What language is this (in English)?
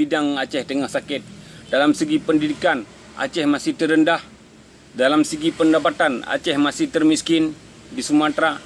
Achinese